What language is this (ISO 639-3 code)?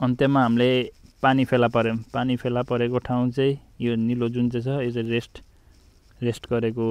nep